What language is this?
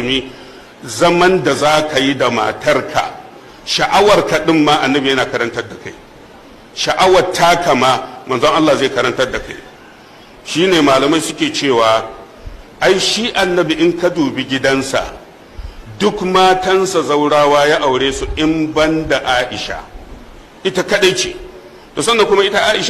Hausa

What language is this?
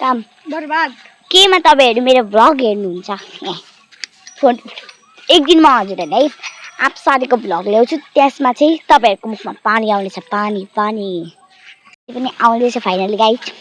Nepali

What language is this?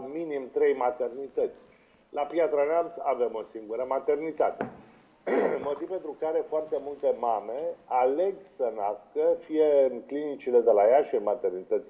Romanian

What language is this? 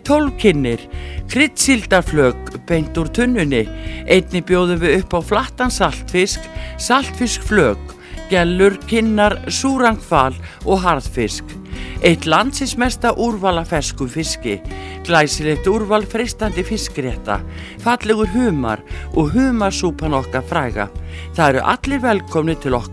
Icelandic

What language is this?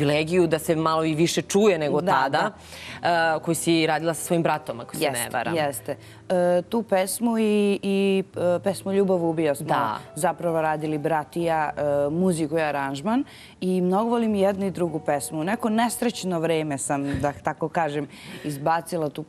Serbian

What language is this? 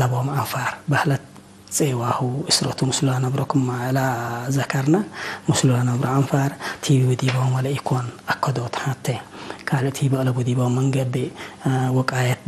Tigre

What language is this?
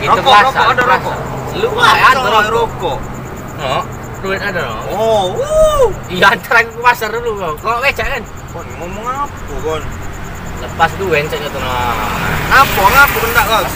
Musi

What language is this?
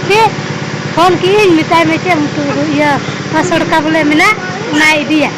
Santali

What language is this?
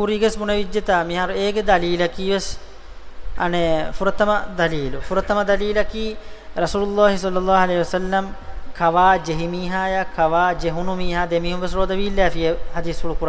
Divehi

